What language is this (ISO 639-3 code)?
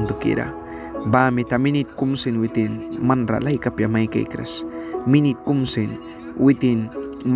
miq